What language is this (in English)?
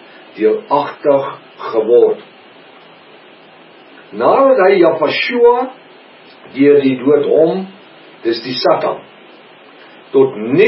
Afrikaans